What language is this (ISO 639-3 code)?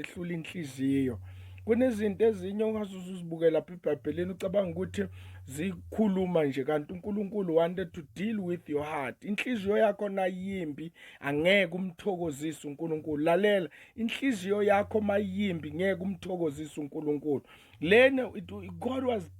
zul